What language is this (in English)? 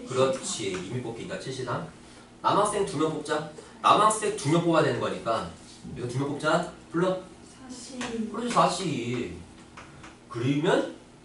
Korean